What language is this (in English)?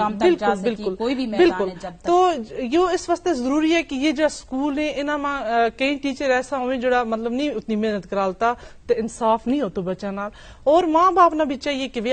Gujari